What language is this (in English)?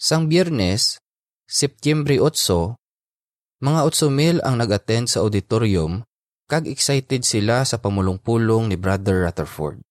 Hiligaynon